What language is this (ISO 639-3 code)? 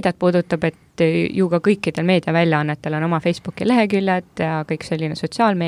est